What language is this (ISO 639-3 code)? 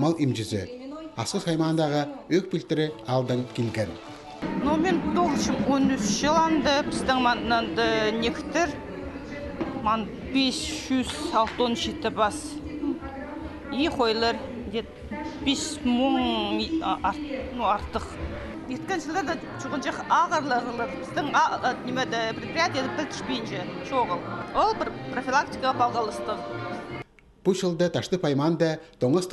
kjh